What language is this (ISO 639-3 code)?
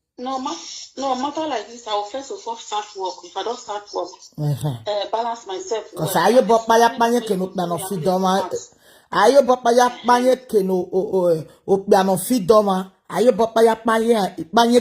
pcm